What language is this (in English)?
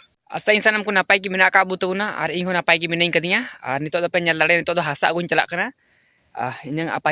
Santali